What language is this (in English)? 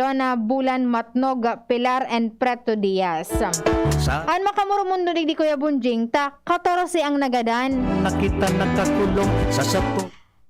Bikol